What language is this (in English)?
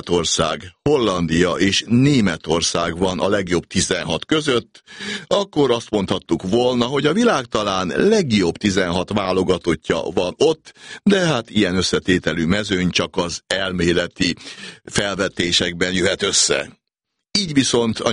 Hungarian